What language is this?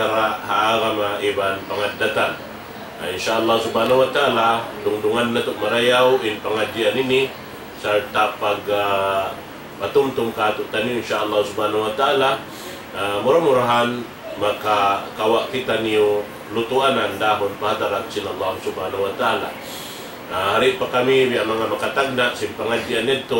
Tausug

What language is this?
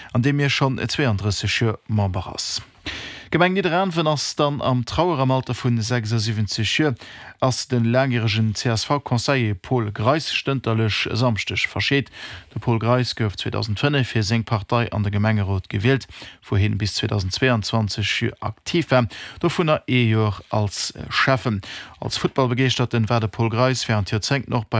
Luxembourgish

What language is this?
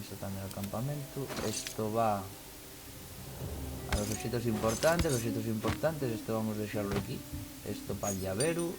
Asturian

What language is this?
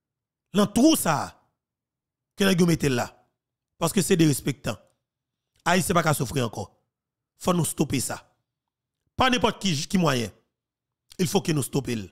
French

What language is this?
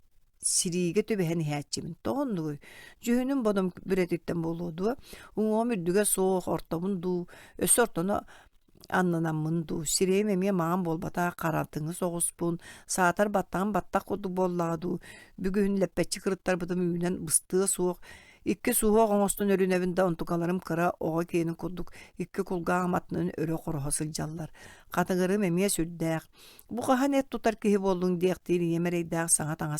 Yakut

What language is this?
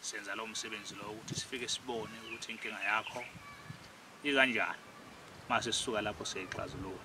Zulu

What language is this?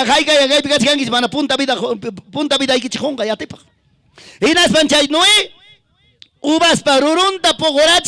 Ayacucho Quechua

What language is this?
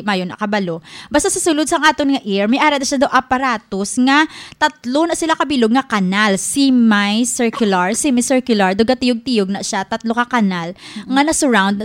Hiligaynon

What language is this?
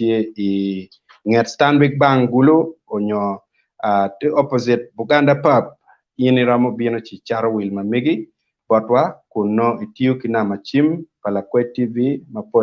Acoli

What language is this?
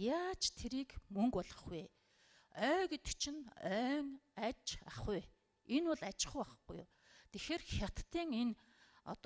Mongolian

